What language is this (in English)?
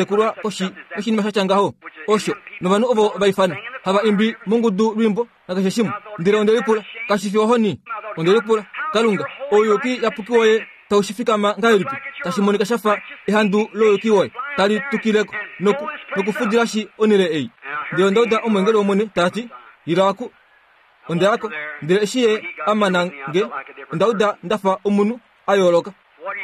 Kuanyama